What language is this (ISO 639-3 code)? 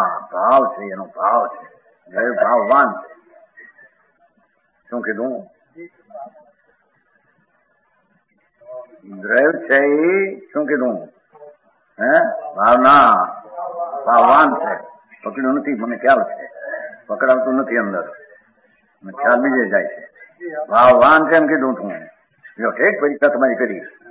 guj